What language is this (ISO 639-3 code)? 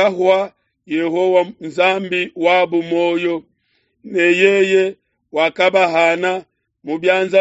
lua